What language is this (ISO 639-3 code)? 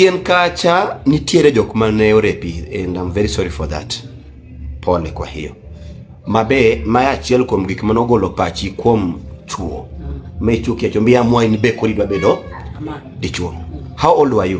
luo